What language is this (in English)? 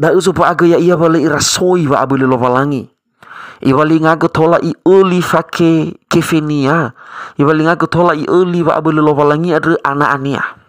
Nias